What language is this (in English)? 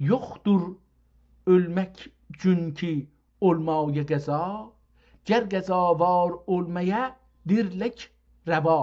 South Azerbaijani